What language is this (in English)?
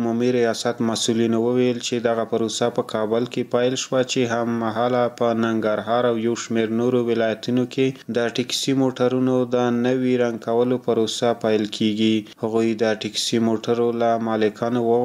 Pashto